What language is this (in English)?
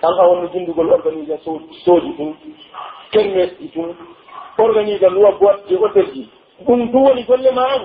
Pular